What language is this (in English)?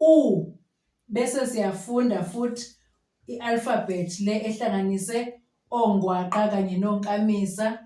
Zulu